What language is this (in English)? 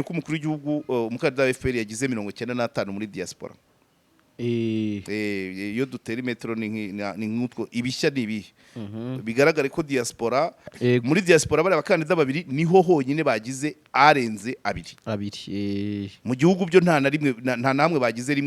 Kinyarwanda